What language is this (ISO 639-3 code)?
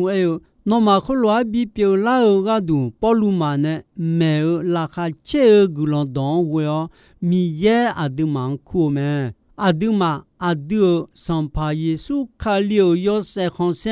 ahk